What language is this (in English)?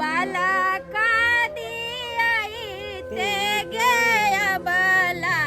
Maithili